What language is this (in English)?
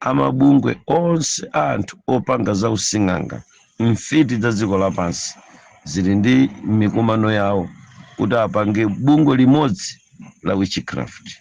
Nyanja